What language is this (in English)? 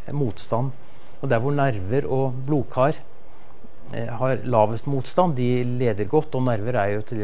Norwegian